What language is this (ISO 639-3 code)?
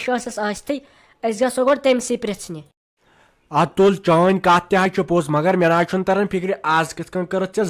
kas